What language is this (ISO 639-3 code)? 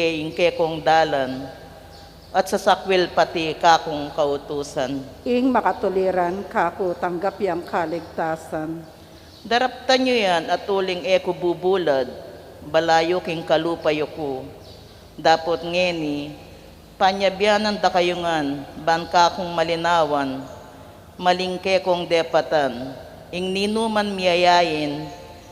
pam